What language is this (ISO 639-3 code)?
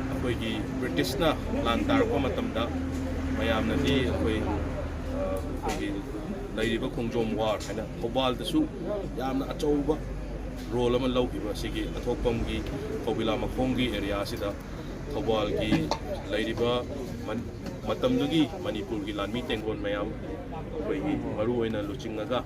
mni